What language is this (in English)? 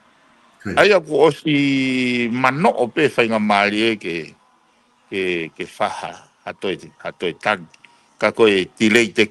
Tongan